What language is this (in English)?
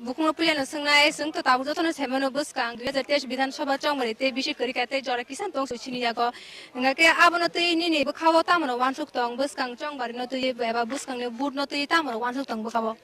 Kok Borok